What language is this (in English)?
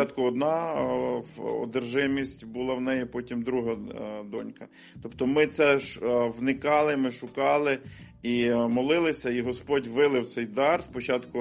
Ukrainian